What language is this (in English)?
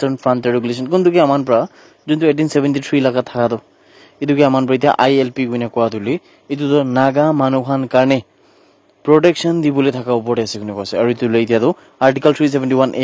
Naga Pidgin